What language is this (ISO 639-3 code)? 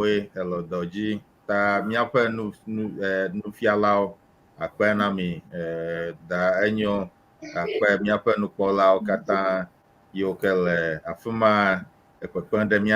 ewe